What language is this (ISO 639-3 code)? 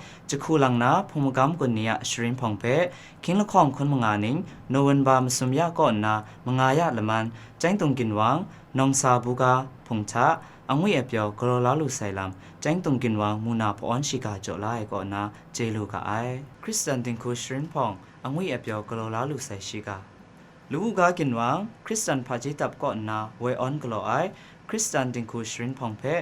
kac